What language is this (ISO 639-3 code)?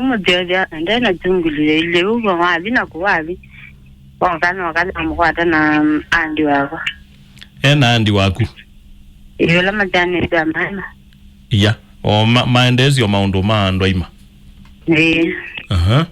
kam